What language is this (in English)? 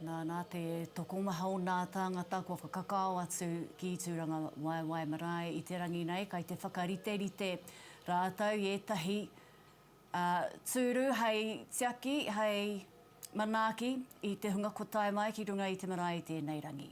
Māori